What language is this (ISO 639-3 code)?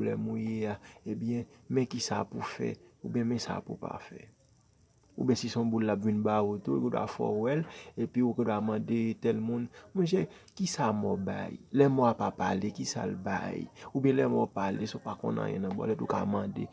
hat